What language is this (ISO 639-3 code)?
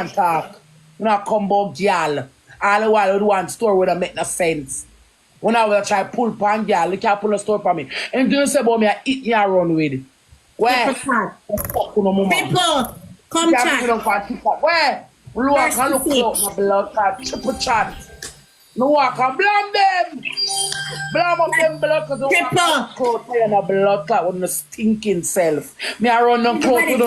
jam